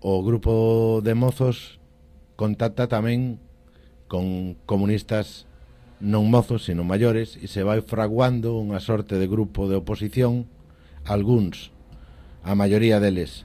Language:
Galician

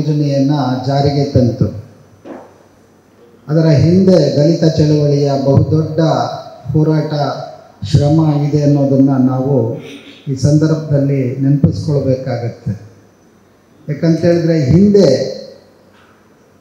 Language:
Kannada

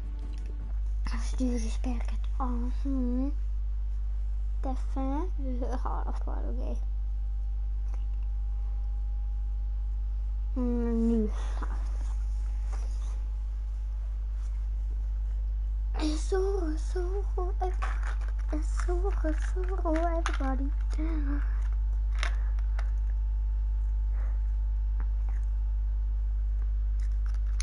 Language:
Norwegian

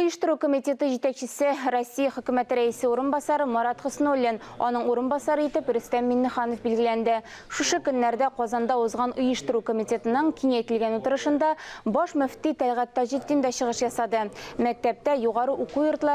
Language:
Tatar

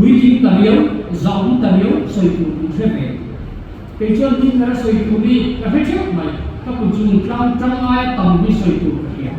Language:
Mizo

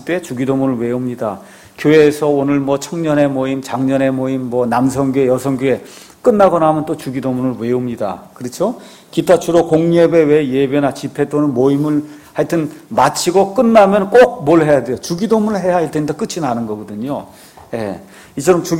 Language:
Korean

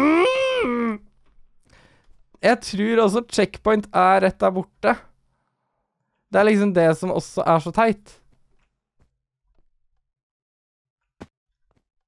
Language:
Norwegian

